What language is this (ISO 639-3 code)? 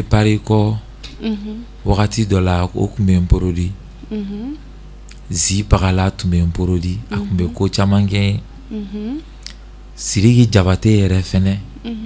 bam